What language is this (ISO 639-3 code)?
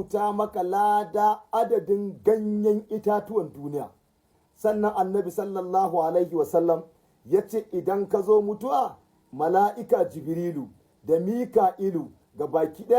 hau